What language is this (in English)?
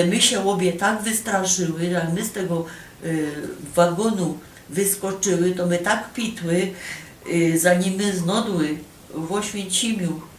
Silesian